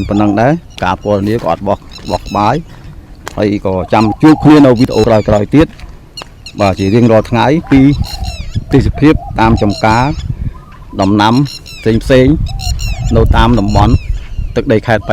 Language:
Khmer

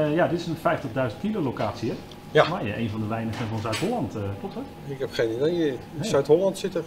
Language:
Dutch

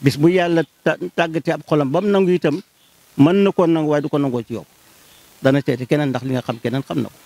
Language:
Wolof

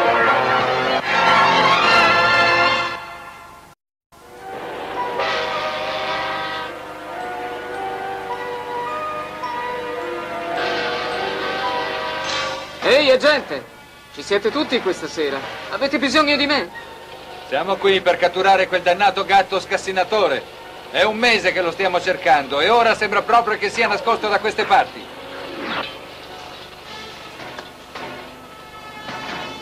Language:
Italian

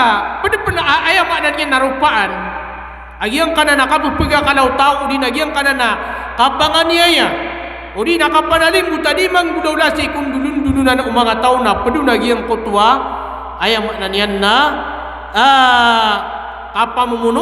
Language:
Maranao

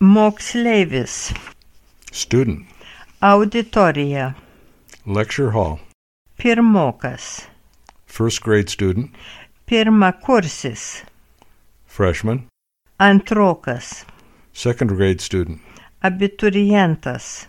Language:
Lithuanian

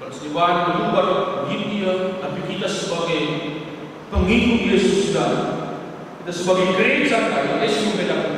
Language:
Batak Karo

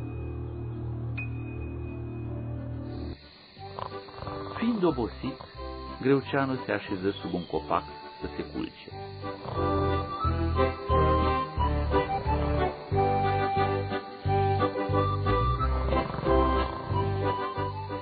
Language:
Romanian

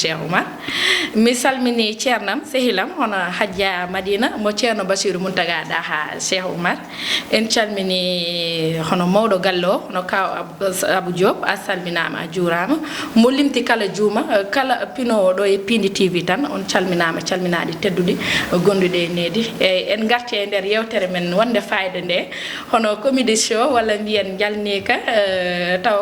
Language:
Fula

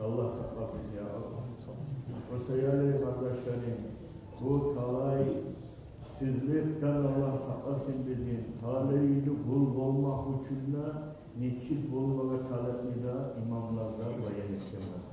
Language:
Kumyk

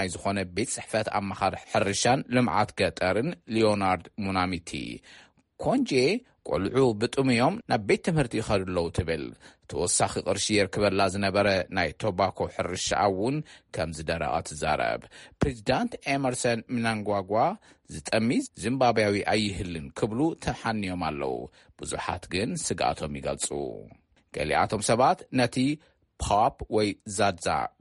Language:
Tigrinya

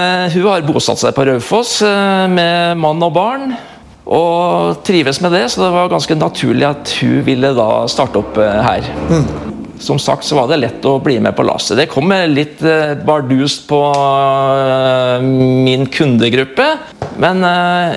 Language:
Norwegian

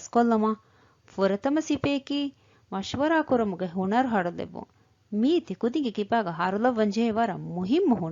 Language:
Divehi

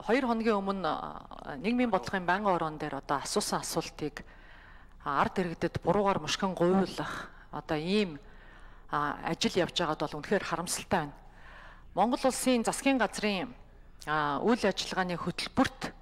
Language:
Mongolian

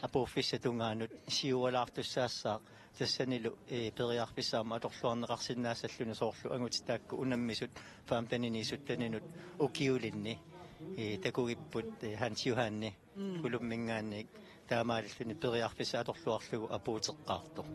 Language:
Kalaallisut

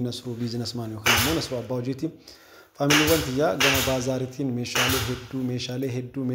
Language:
Oromo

